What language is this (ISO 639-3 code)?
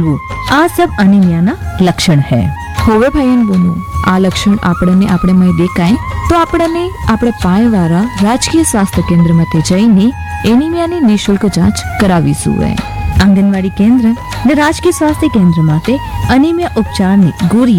guj